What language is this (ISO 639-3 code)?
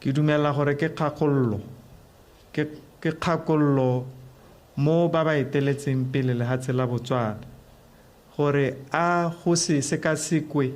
tsn